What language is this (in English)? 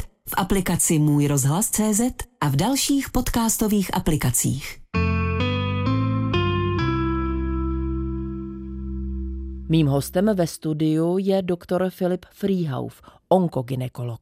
Czech